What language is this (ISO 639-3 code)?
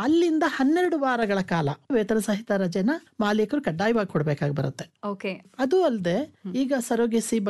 kan